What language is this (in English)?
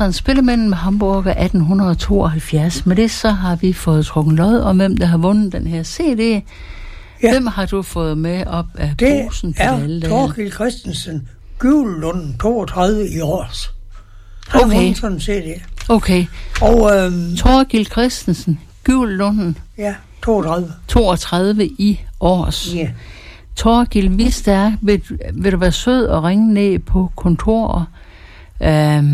Danish